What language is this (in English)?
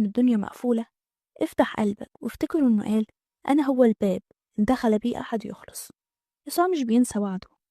Egyptian Arabic